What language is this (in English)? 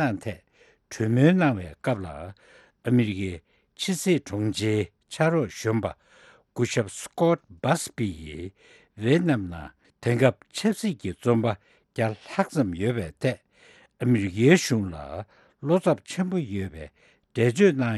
Tibetan